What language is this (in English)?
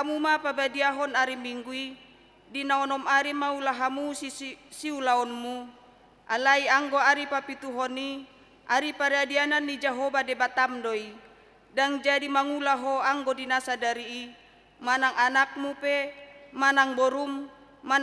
Batak Toba